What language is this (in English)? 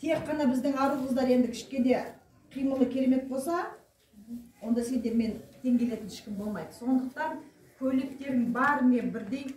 Kazakh